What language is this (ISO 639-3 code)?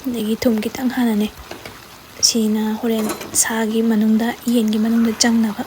mni